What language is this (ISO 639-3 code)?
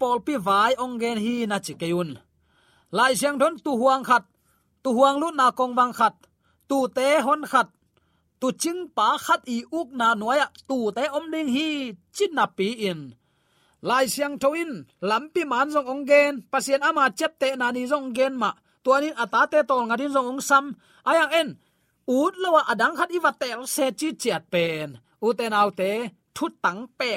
ctd